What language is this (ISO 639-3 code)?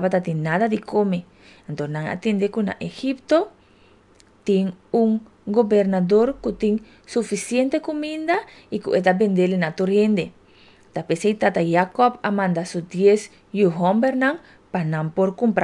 pap